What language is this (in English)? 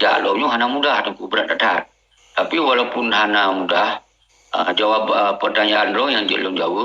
Achinese